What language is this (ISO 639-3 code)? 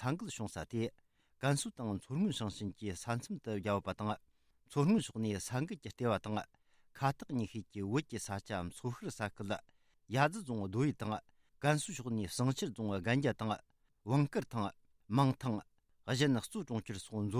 bod